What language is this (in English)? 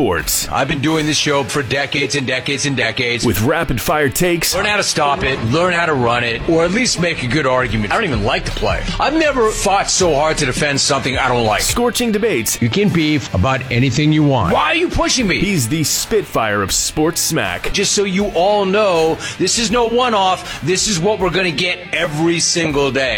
English